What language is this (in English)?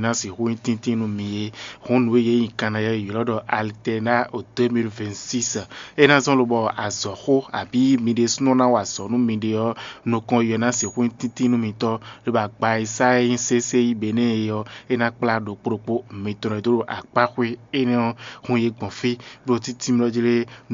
Fon